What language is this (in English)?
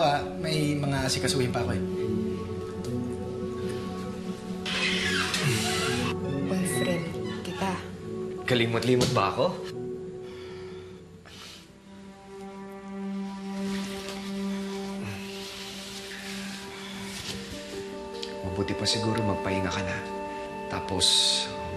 Filipino